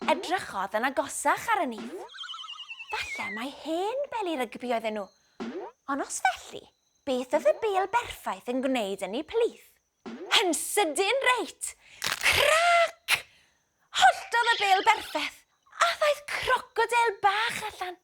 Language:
Welsh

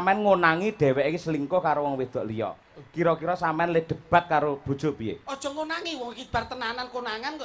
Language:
Javanese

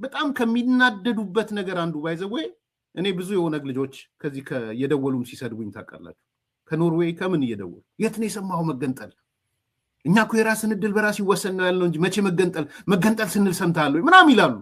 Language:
Amharic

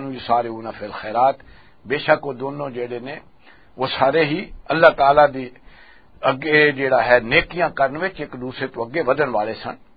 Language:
Western Panjabi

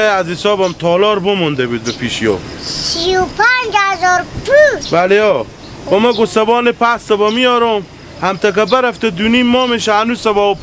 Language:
Hazaragi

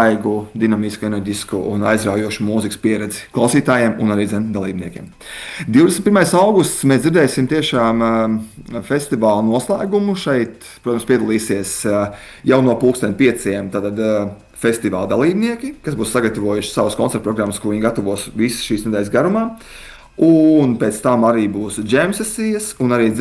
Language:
Latvian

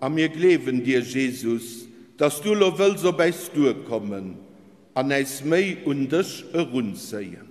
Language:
Luxembourgish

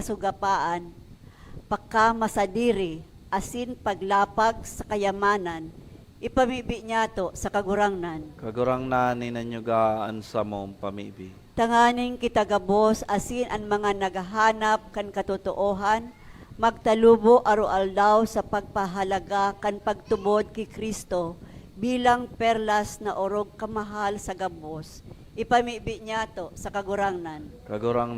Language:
Bikol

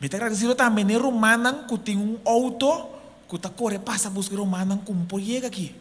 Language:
Papiamento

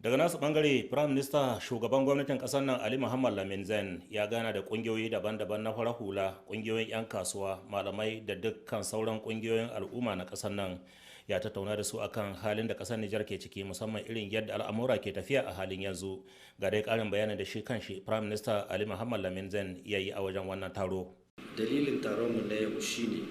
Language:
Hausa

